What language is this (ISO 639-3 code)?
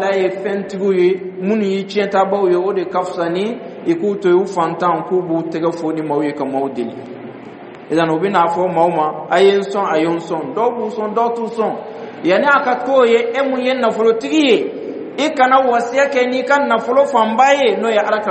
dyu